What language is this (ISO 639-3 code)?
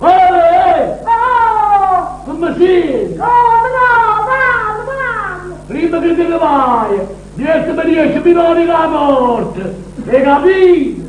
nap